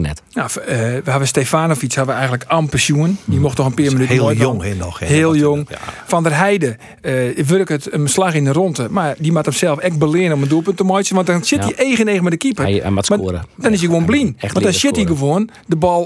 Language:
Western Frisian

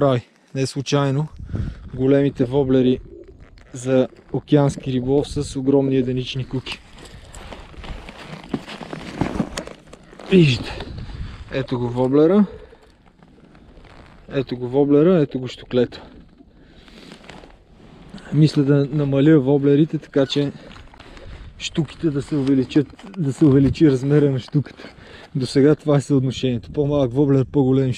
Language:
Bulgarian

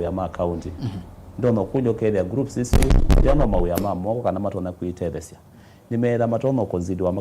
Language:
Kamba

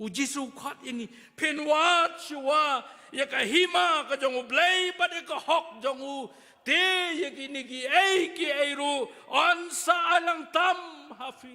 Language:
Khasi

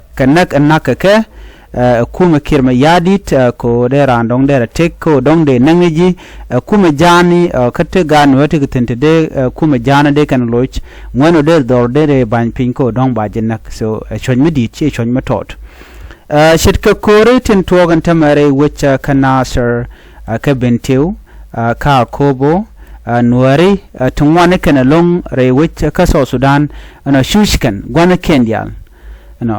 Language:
Nuer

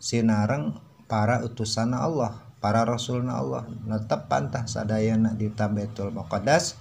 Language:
Sundanese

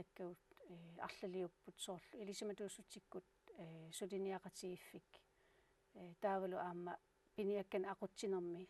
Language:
Kalaallisut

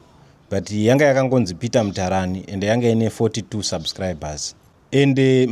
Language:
Shona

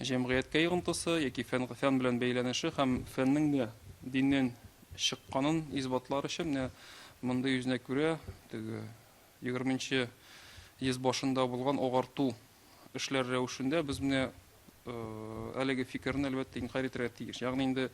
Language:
Tatar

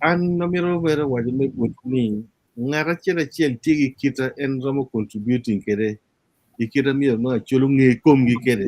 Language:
Acoli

